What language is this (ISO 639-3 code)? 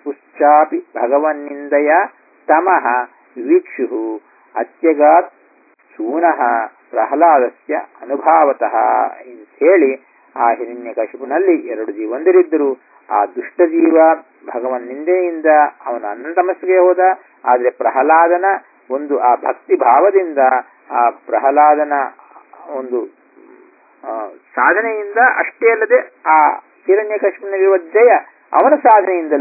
kan